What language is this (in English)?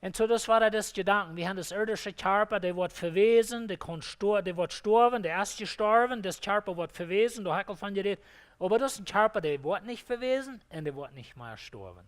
Plautdietsch